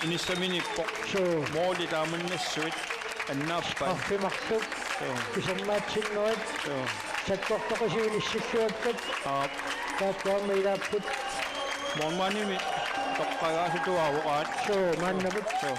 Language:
Kalaallisut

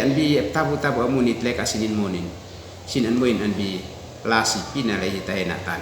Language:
Uab Meto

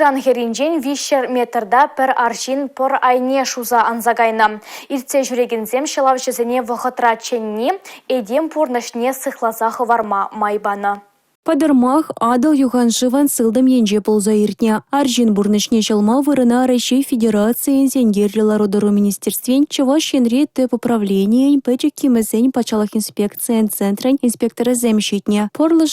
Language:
Chuvash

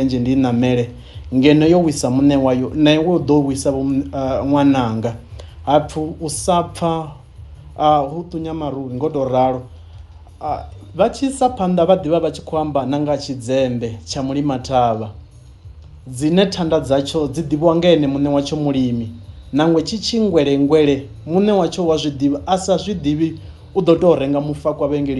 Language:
Venda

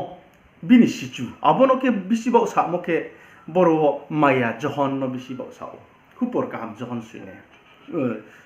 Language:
Riang (India)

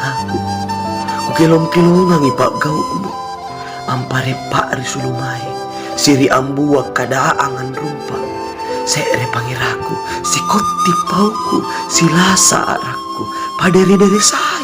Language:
Makasar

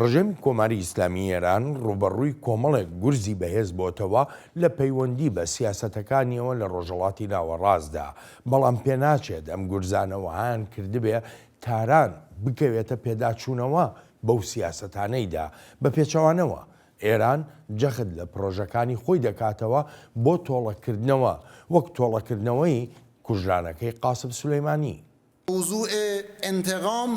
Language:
Central Kurdish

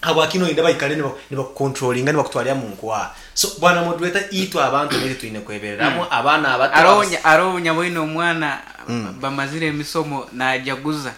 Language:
Nyankole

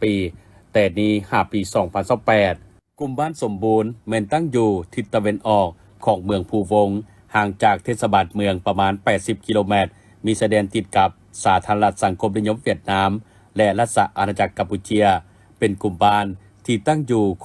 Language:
Lao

